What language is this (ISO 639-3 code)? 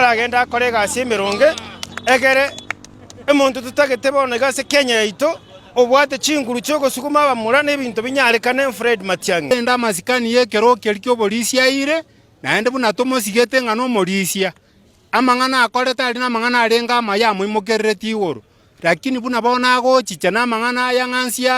guz